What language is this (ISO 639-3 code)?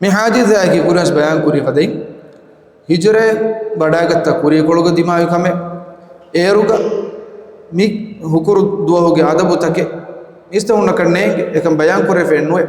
div